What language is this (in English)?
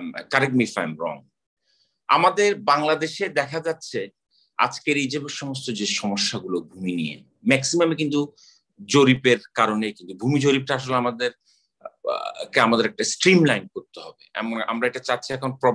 Bangla